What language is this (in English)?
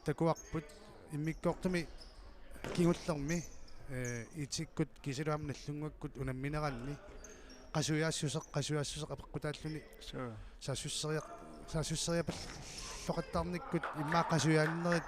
Kalaallisut